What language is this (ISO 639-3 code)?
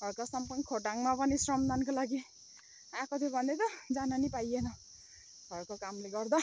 nep